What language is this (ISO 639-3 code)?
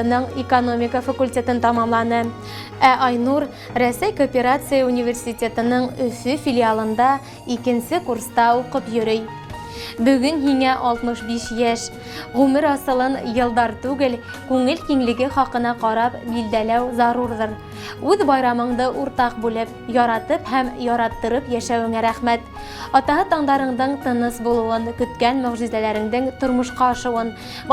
bak